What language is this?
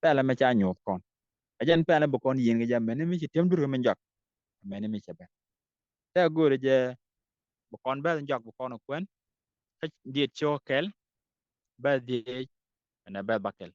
Nuer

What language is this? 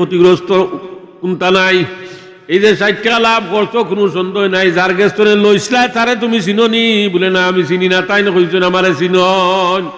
Sylheti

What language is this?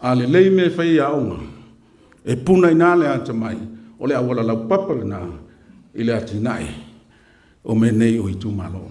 Samoan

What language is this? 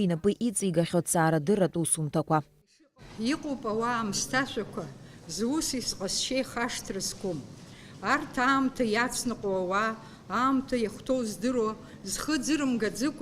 Abkhazian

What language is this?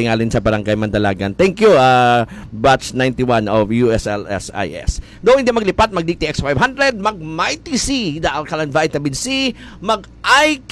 Hiligaynon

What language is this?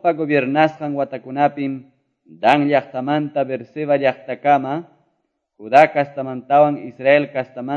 Quechua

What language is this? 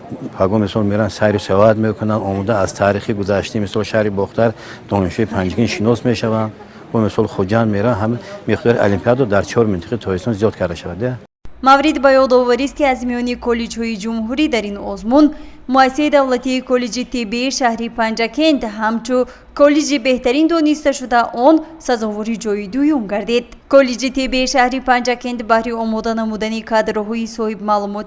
Tajik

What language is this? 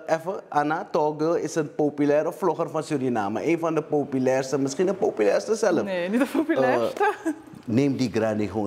Dutch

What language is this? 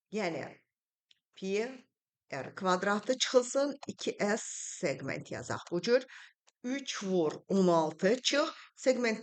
Azerbaijani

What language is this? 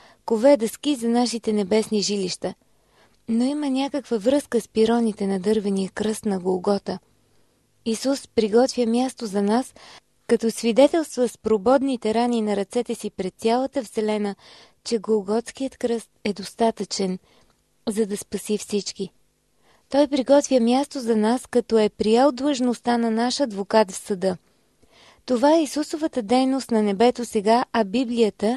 Bulgarian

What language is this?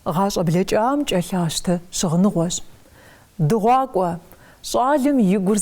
Kabardian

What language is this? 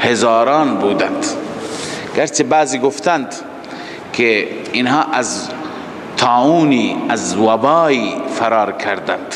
Persian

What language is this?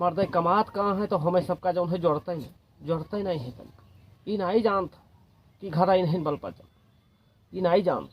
Awadhi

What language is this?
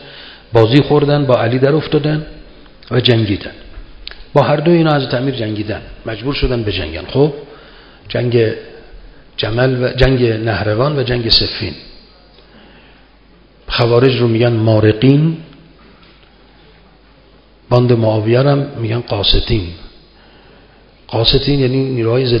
Persian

